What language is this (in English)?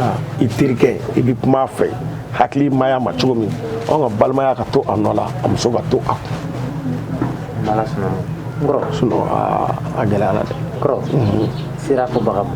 Bambara